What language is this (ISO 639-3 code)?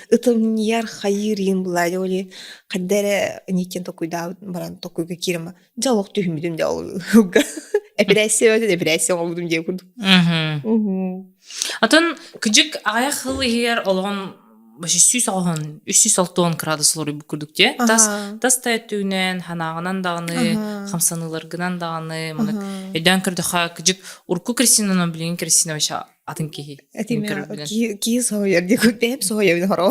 sah